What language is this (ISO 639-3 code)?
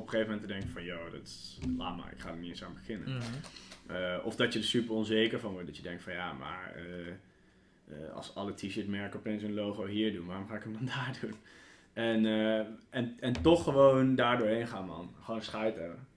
nld